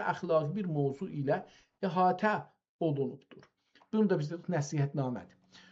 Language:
South Azerbaijani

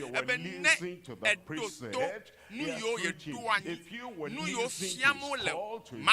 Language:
Ewe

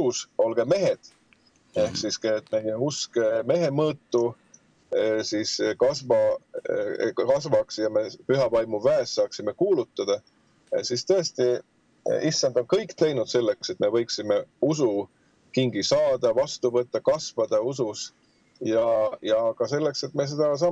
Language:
Estonian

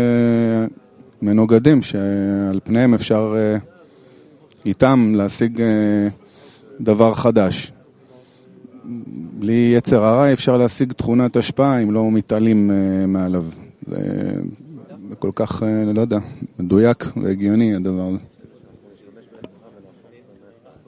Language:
Hebrew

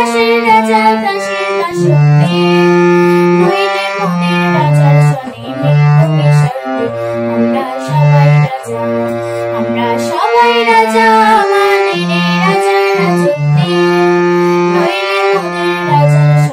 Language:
Bangla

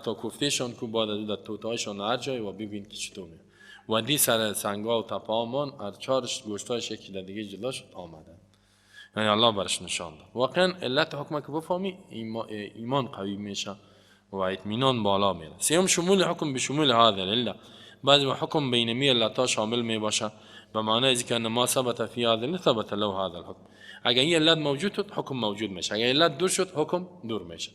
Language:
Persian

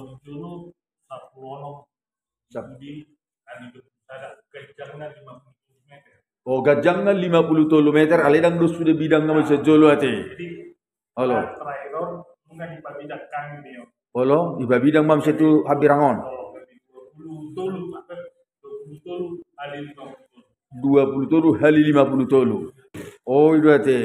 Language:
Batak Toba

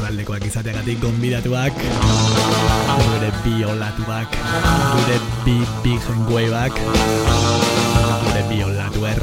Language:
Basque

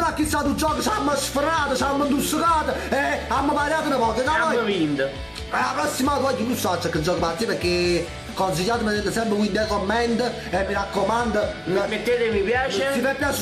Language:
Neapolitan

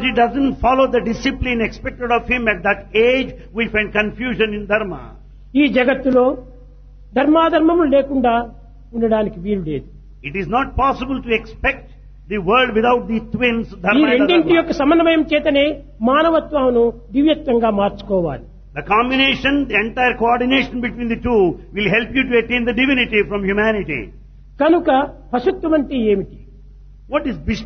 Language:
Telugu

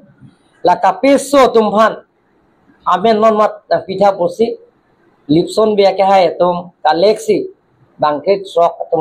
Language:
Karbi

